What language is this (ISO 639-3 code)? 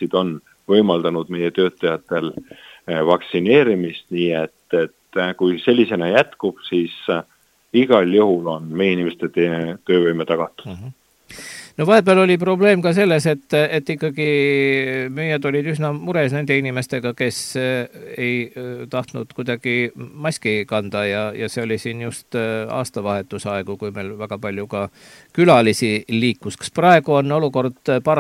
est